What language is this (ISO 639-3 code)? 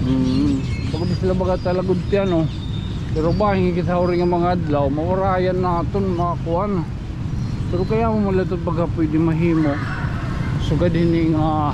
war